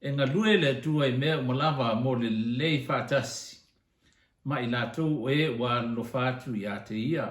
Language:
Samoan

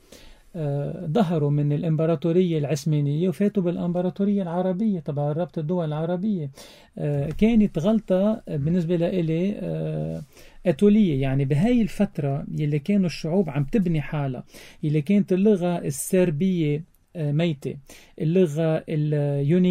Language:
North Levantine Arabic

